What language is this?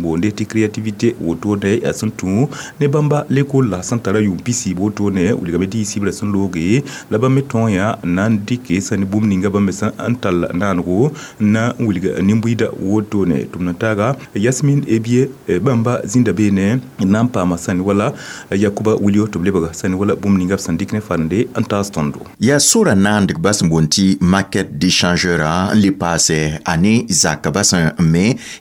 Mossi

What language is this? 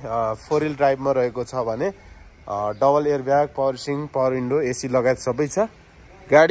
Nepali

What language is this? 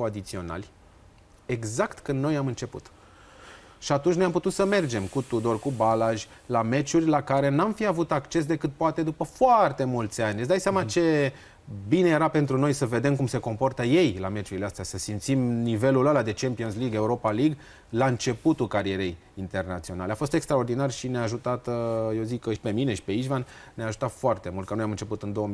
Romanian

